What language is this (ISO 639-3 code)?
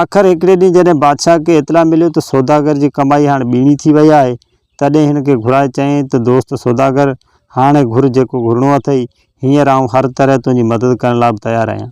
snd